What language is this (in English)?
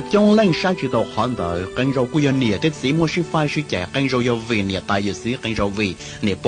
Hmong